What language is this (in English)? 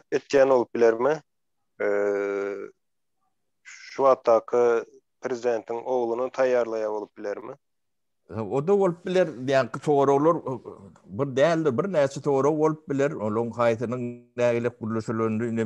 Turkmen